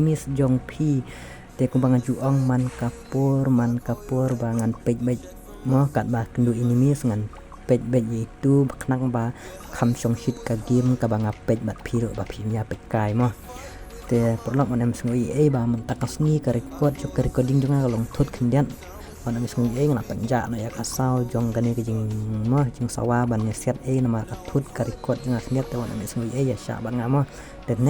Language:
Khasi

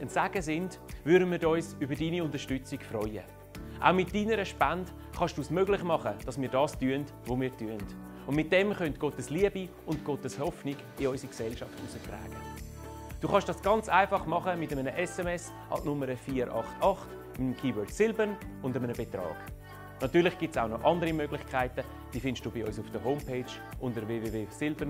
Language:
Swiss German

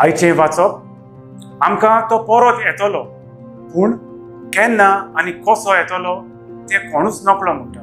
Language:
Konkani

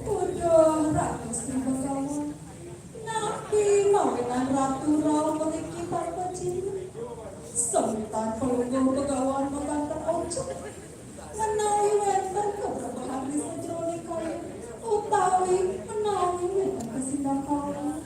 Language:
Balinese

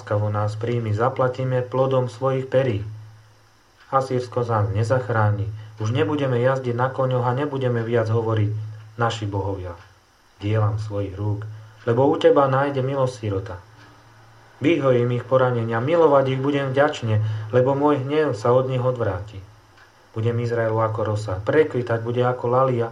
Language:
Slovak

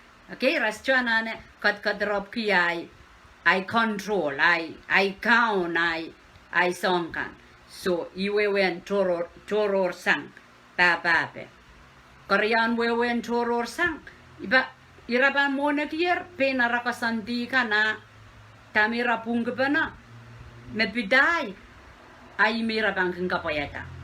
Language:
Pohnpeian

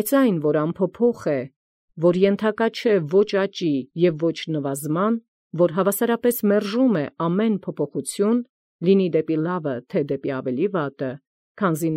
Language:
Armenian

